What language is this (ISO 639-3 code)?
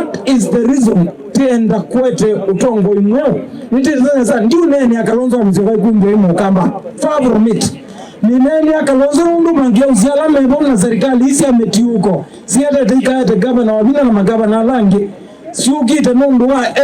kam